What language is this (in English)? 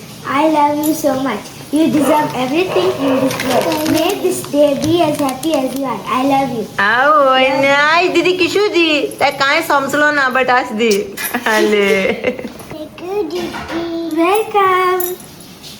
Konkani